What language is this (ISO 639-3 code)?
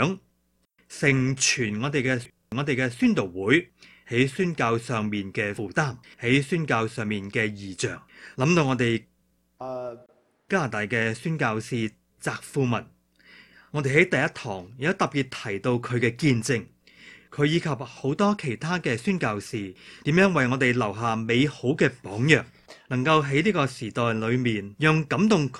yue